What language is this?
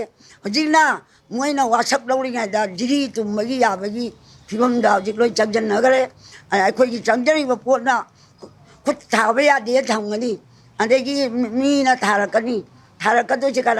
Manipuri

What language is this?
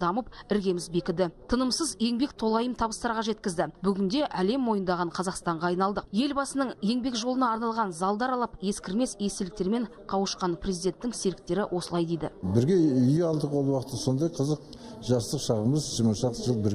Kazakh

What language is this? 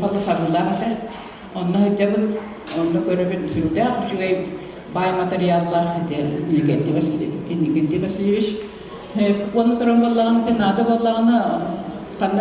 Yakut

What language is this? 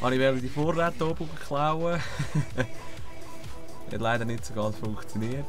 Swiss German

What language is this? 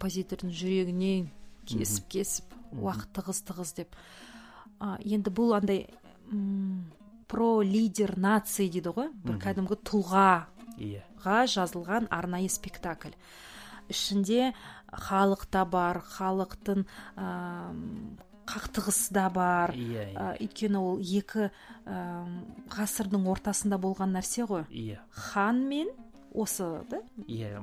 Kazakh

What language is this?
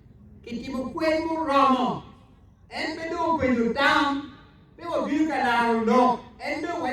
Acoli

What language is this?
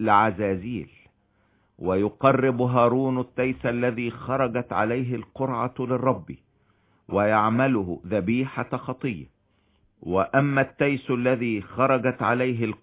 Arabic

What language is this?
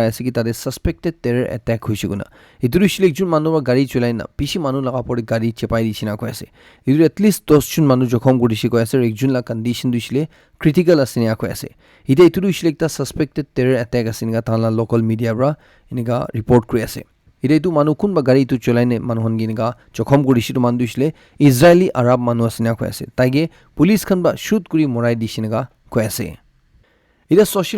Naga Pidgin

